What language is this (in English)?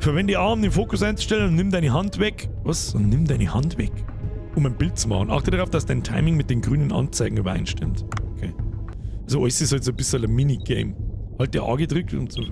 Bavarian